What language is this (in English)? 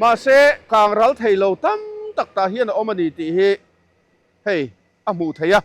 Mizo